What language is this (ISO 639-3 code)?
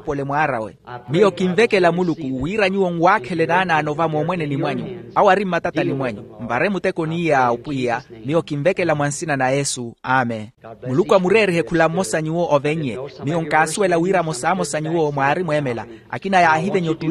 vmw